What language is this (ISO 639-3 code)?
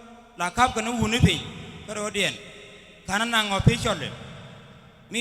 nus